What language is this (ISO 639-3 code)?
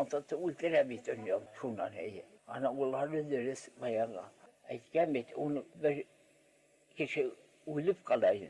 bak